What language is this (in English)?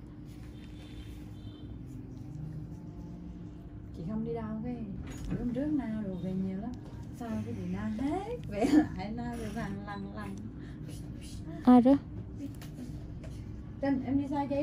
Vietnamese